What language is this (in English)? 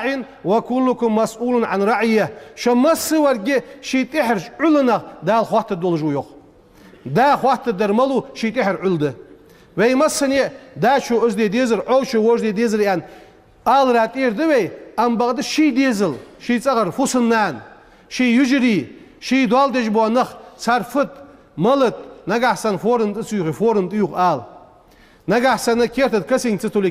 Ingush